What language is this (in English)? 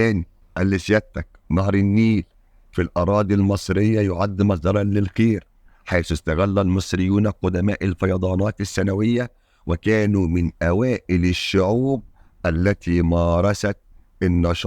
Egyptian Arabic